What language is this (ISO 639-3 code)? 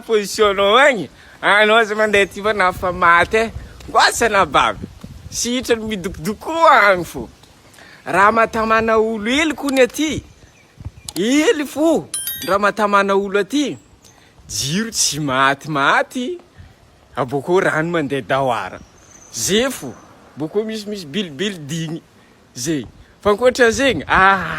mlg